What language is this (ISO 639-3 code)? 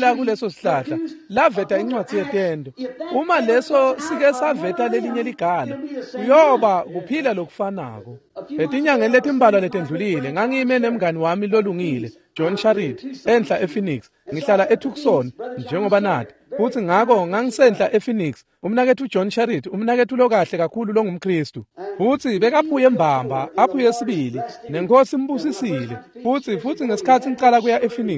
ssw